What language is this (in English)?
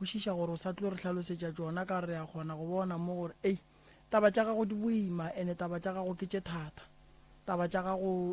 Northern Sotho